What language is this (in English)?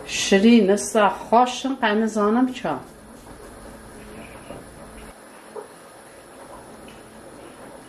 Kurdish